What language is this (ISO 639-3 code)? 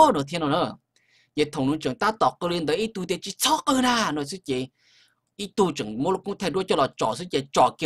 hmn